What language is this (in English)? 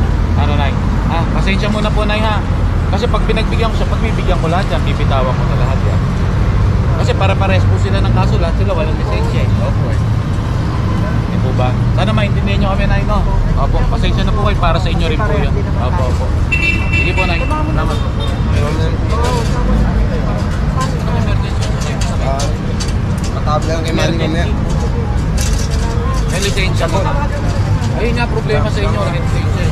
Filipino